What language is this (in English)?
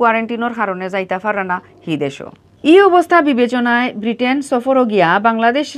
Sylheti